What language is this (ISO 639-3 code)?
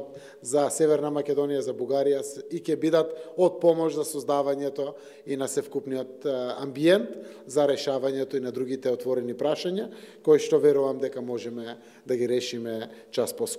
mkd